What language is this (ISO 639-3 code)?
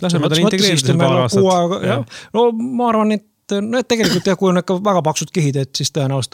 est